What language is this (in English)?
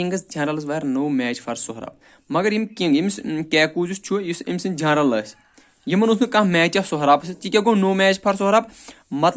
Kashmiri